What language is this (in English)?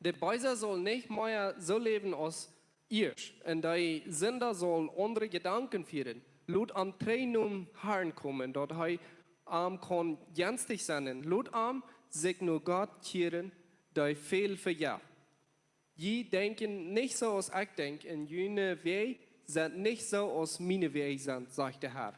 Plautdietsch